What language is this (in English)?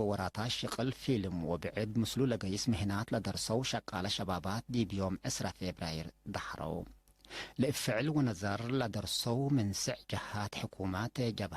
Tigre